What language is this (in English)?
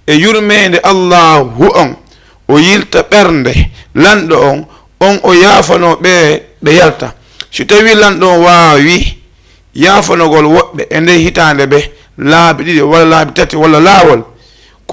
Fula